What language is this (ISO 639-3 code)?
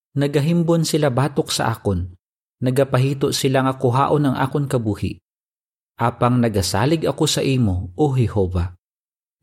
hil